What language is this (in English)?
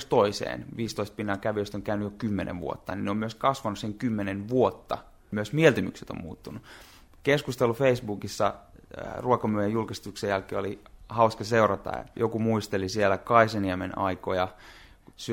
Finnish